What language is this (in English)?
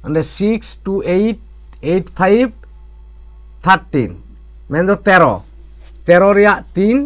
Santali